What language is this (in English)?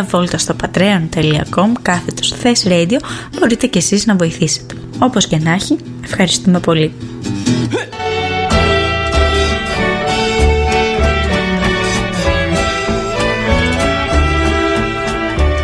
Greek